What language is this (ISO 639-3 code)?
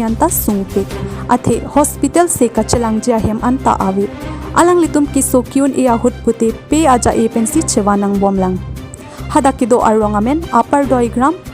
mjw